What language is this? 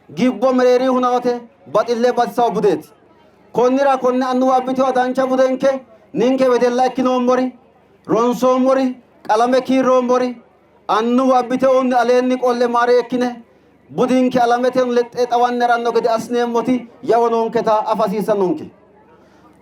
Sidamo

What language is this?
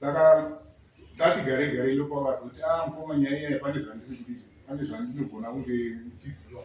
Shona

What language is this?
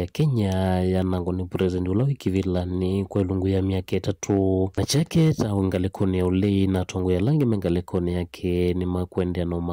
Kamba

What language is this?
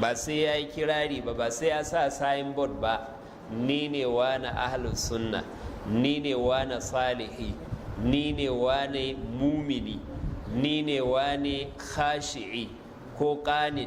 Hausa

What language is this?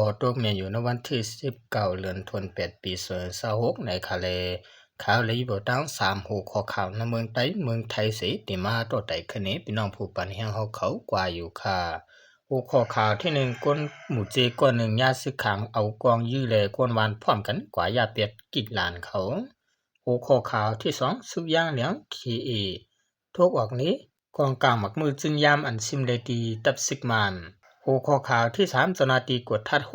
Shan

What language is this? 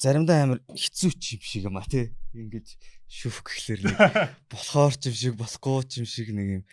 Mongolian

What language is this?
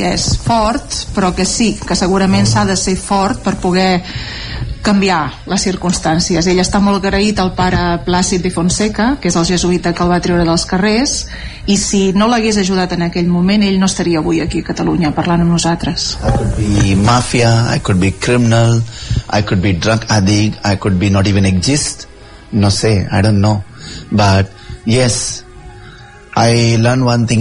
Catalan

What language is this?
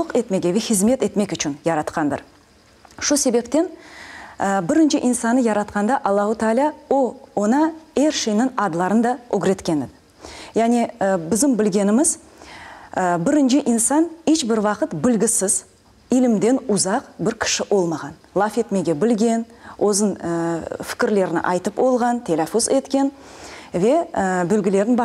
Crimean Tatar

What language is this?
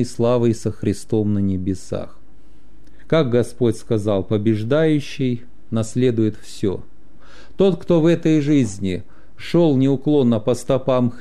Russian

